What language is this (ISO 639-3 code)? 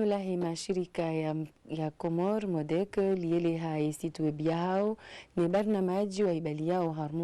zdj